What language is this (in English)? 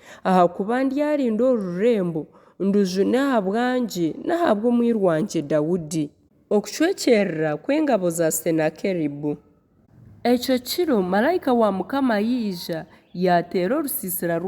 Nyankole